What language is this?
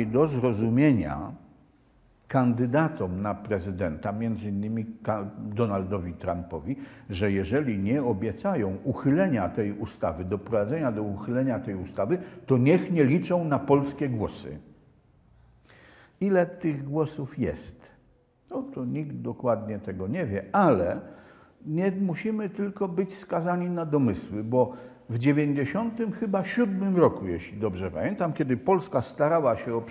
Polish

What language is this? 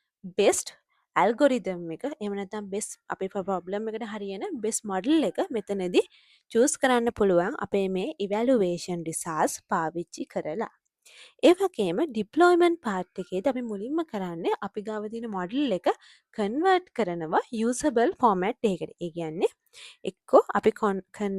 Sinhala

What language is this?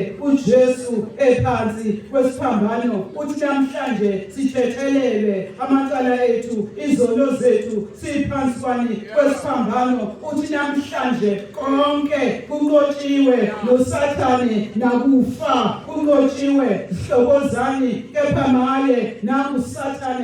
Zulu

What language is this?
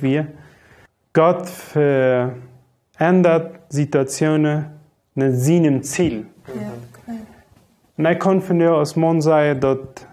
Plautdietsch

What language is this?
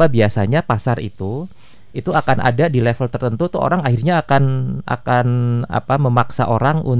Indonesian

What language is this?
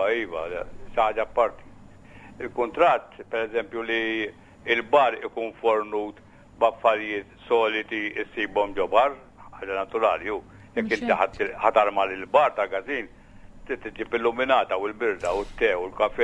Maltese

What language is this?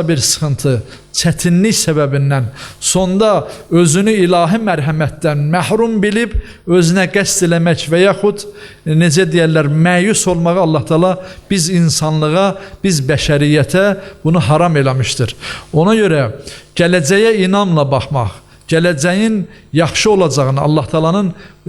Azerbaijani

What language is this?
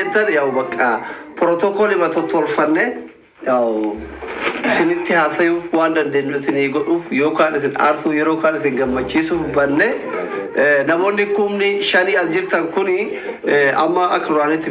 Oromo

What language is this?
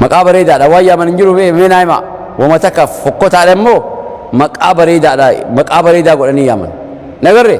Oromo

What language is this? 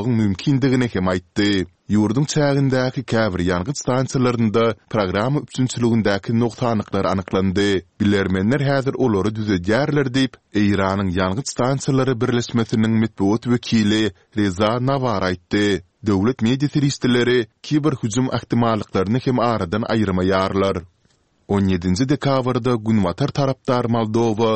Turkmen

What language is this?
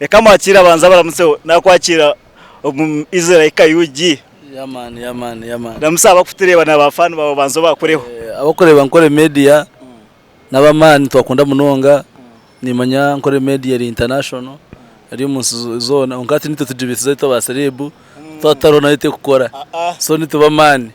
Nyankole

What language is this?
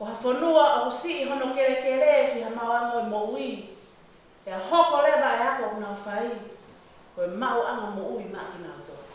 Tongan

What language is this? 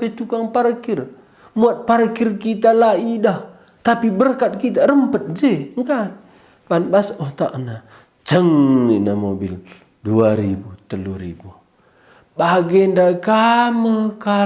Batak Karo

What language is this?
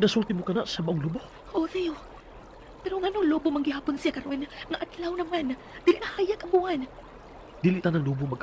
Cebuano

